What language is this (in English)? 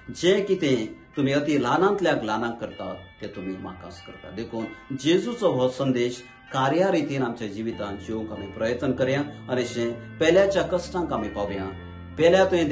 Konkani